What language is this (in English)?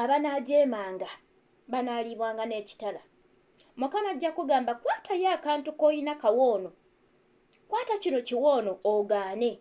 Ganda